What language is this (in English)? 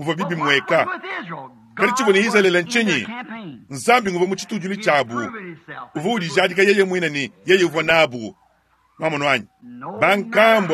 Luba-Lulua